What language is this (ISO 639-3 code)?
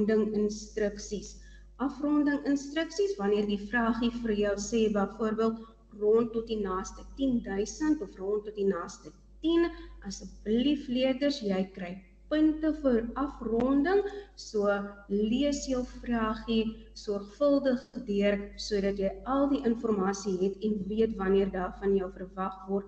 afr